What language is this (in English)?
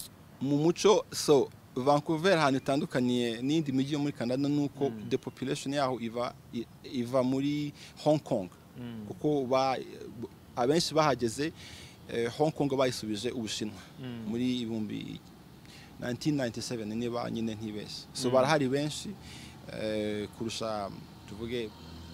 Kinyarwanda